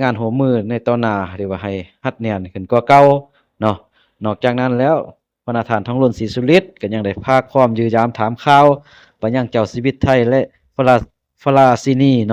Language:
Lao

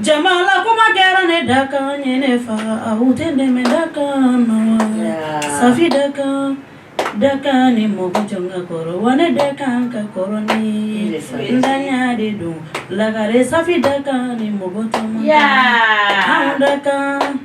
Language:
Bambara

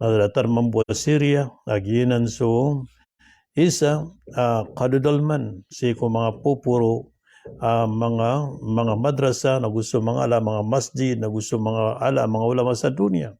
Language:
Maranao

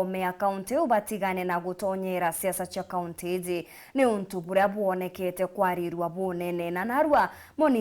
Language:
Meru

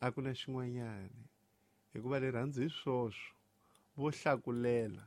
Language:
Tsonga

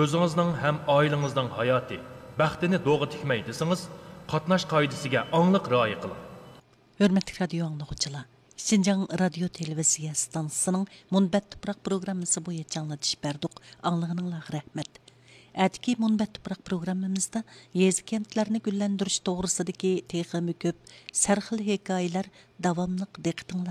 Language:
Uyghur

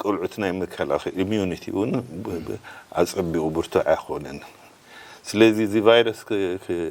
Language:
Tigrinya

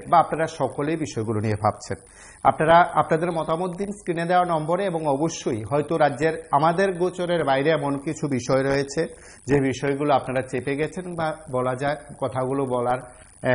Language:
Bangla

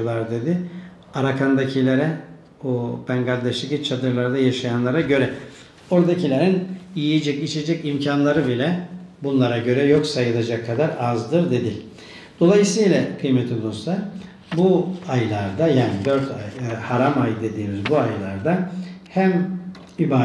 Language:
Turkish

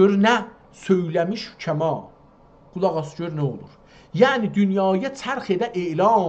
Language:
South Azerbaijani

